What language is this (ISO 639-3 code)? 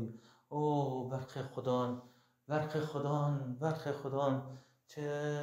kur